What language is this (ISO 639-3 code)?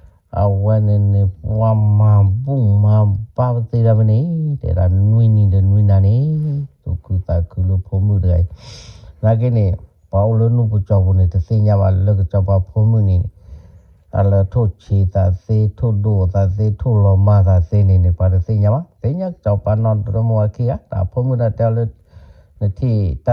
ksw